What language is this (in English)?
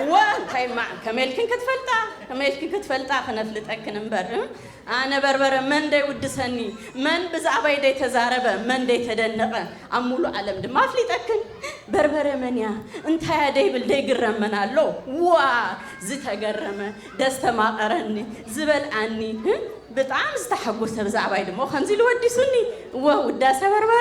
Tigrinya